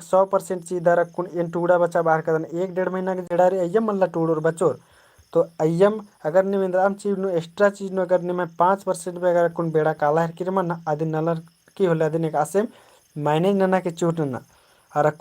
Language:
Kurukh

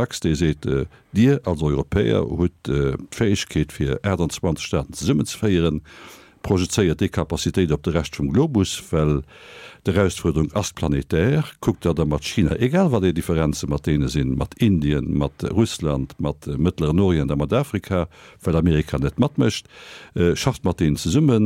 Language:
Luxembourgish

